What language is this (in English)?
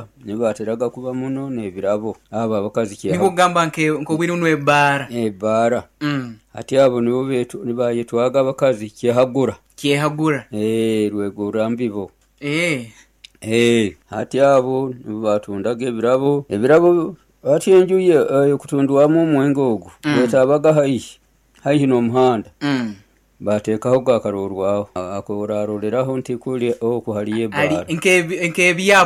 Nyoro